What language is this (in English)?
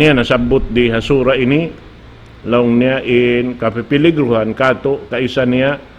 Tausug